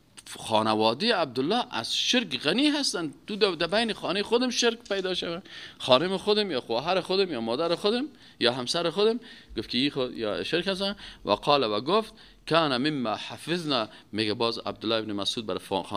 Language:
Persian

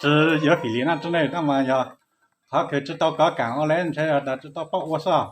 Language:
Hmong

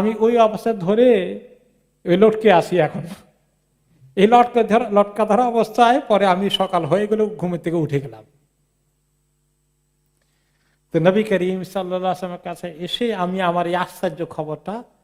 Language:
Bangla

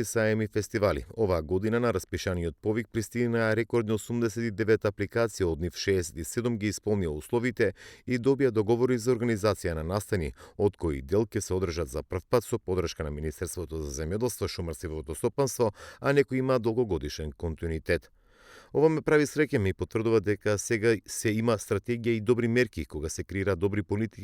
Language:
Macedonian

